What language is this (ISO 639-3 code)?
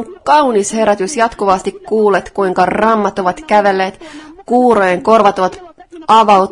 fin